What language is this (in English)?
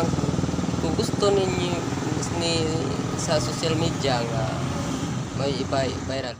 Cebuano